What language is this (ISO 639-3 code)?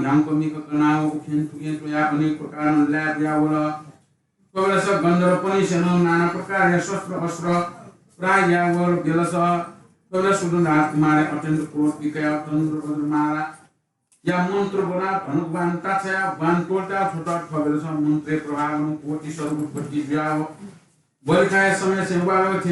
new